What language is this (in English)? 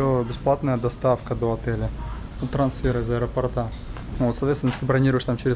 Russian